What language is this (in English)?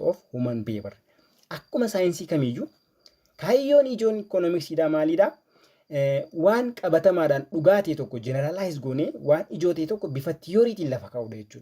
Oromo